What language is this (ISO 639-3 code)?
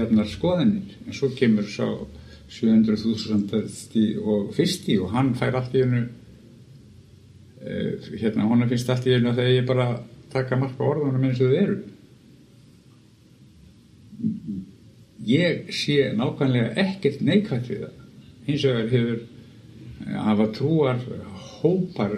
isl